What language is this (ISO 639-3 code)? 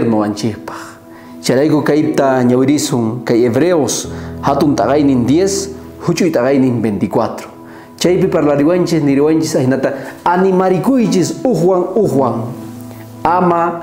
quh